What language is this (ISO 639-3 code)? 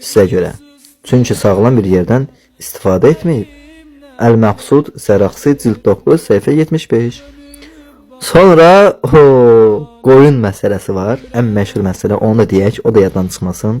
aze